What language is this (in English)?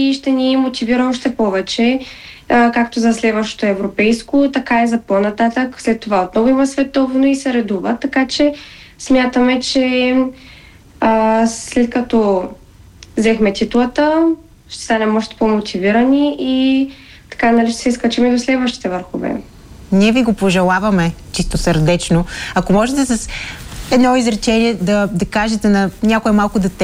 Bulgarian